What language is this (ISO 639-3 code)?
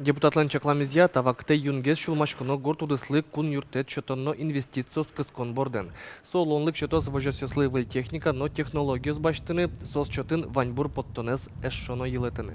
udm